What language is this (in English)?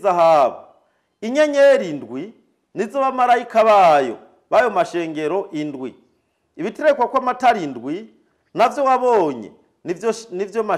Rundi